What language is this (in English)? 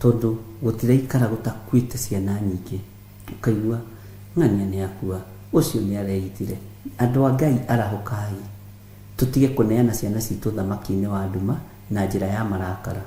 Kikuyu